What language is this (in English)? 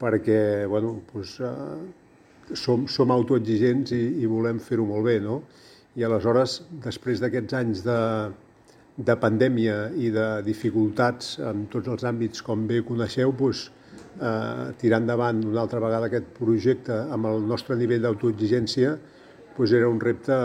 Catalan